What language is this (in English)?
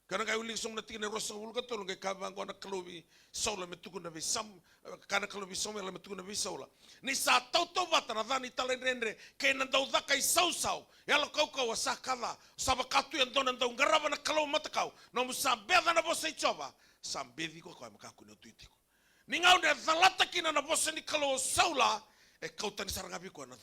Fijian